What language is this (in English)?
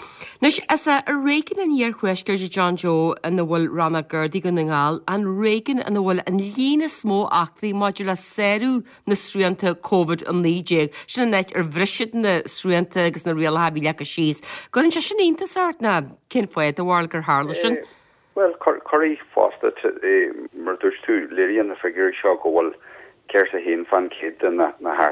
Irish